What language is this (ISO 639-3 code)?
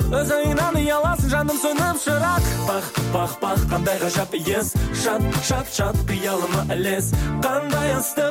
kaz